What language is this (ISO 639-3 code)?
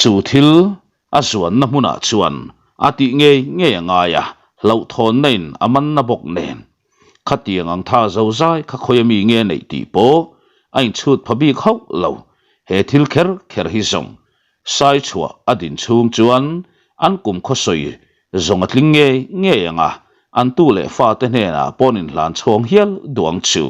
lus